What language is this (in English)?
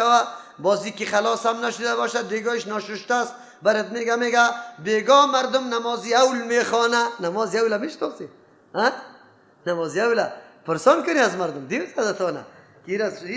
Persian